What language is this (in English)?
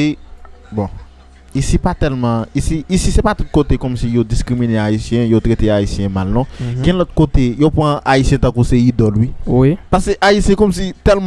Haitian Creole